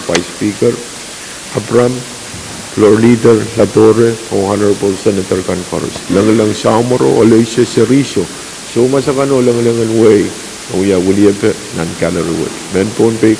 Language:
Pohnpeian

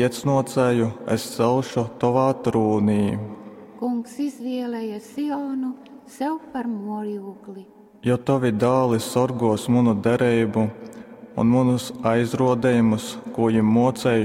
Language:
Latgalian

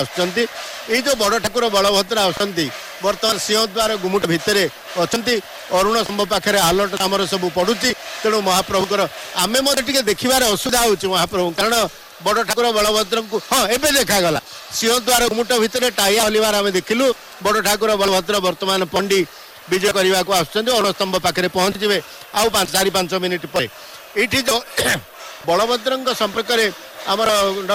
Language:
Odia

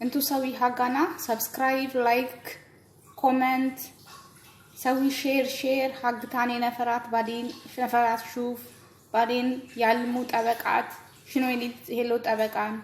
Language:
Amharic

